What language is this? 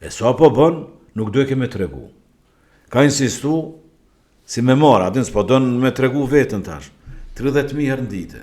Albanian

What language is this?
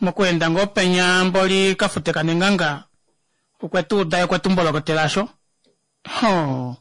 Kuanyama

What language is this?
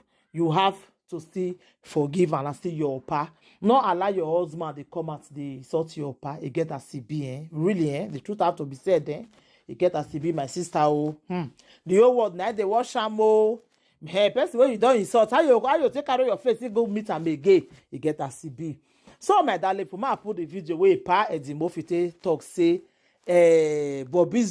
Nigerian Pidgin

